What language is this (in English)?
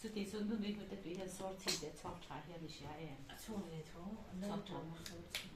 Mizo